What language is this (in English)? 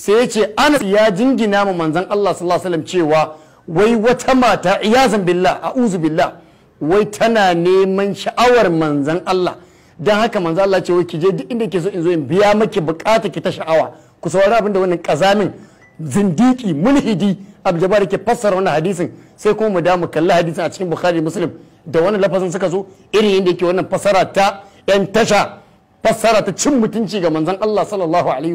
Hausa